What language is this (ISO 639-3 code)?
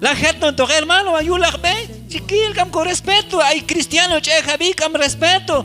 kjb